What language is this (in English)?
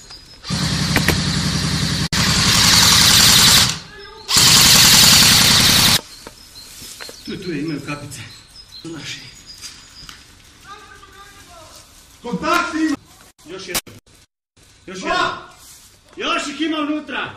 Croatian